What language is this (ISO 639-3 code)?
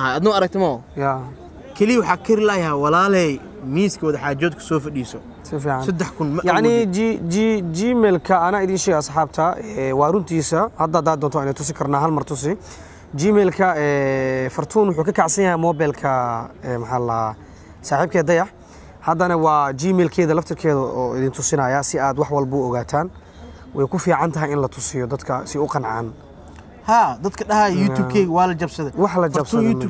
som